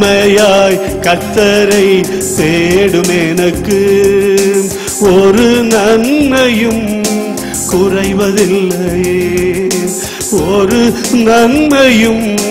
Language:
Tamil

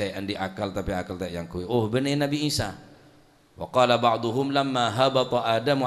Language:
Madurese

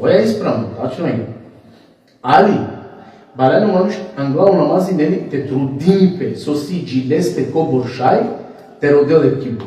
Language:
Balkan Romani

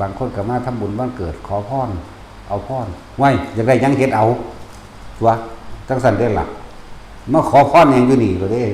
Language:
Northeastern Thai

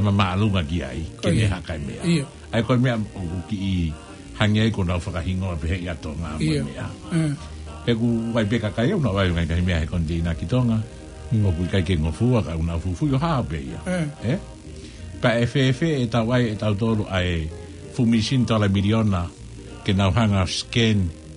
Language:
Tongan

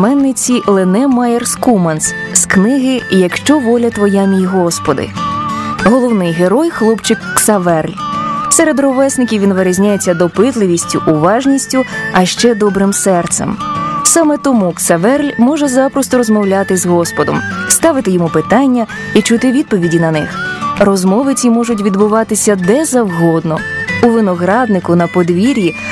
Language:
Ukrainian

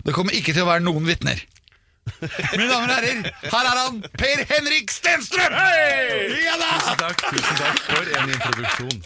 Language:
Norwegian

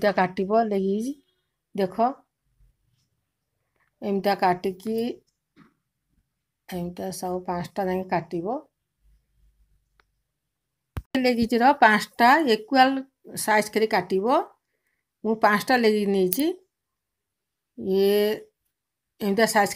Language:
Odia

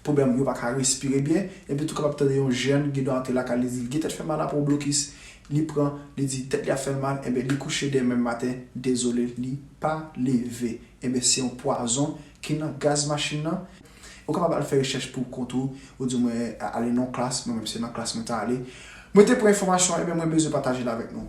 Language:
Haitian Creole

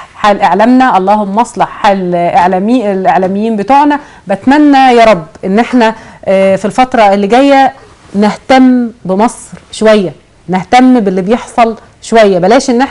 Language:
Egyptian Arabic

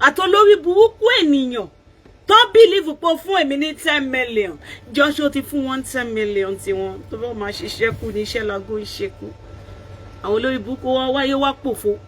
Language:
Yoruba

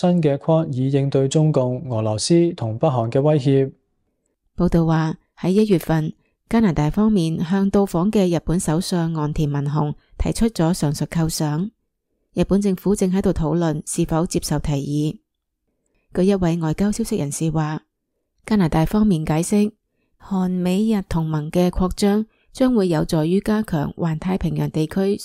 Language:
Cantonese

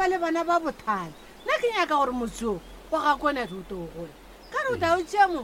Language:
Northern Sotho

